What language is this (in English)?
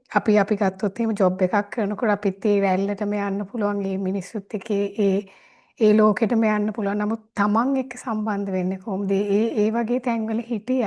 Sinhala